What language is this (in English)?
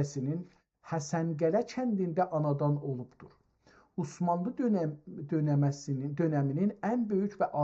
South Azerbaijani